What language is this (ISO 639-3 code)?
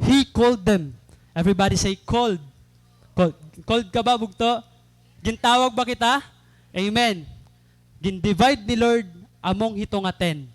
war